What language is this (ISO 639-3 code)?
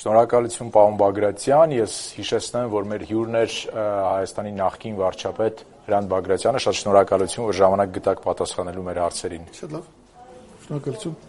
hye